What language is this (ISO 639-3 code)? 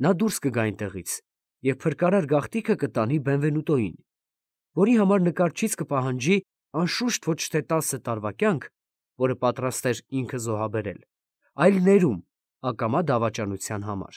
hye